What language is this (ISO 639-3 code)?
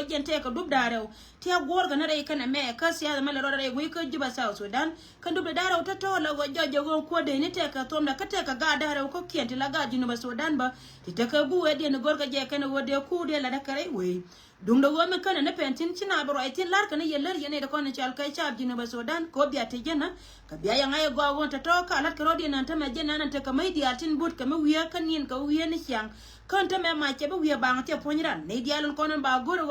nus